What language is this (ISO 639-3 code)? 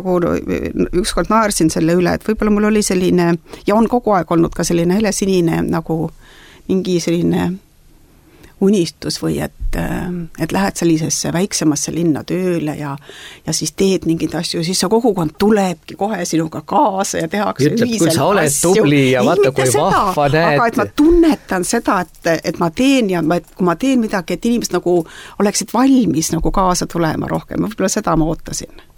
est